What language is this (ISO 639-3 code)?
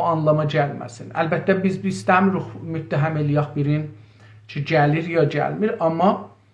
azb